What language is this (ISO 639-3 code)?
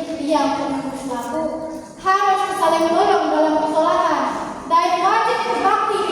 sas